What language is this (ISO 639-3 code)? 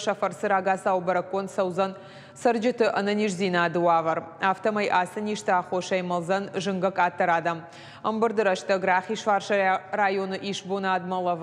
oss